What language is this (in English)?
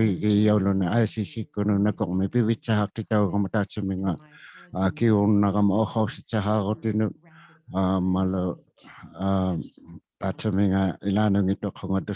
Inuktitut